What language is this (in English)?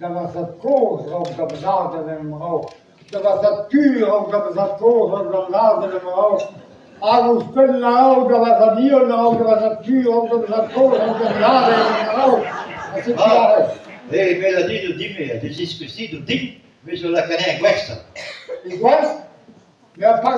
Breton